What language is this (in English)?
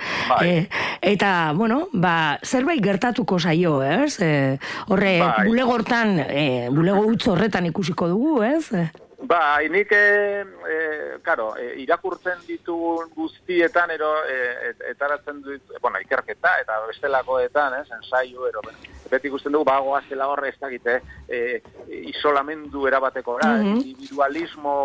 Basque